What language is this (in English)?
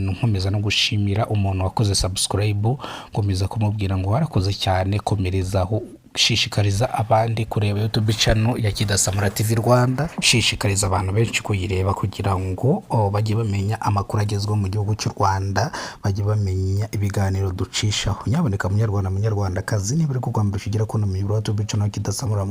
Kinyarwanda